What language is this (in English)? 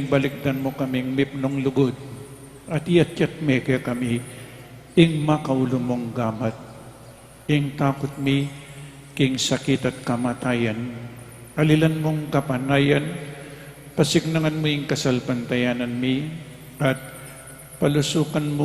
Pampanga